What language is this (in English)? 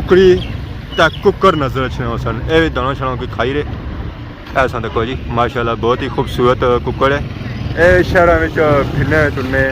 Pahari-Potwari